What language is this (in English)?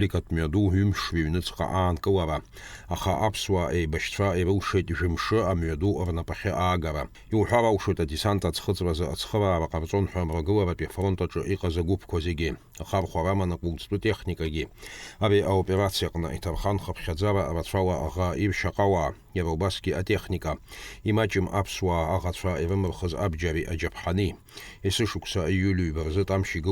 Abkhazian